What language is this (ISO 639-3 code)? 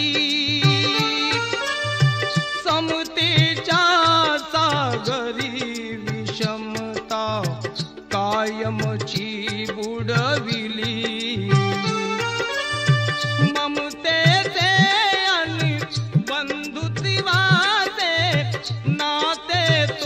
mar